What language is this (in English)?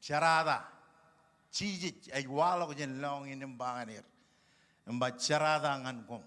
Marshallese